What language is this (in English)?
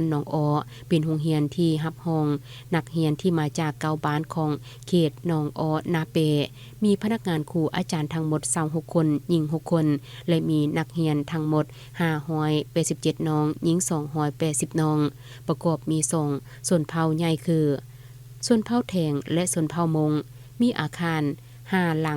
Lao